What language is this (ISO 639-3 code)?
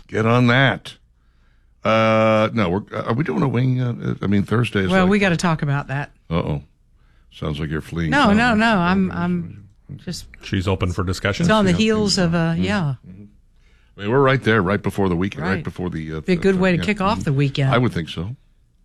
eng